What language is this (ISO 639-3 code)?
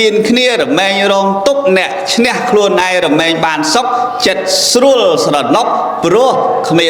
khm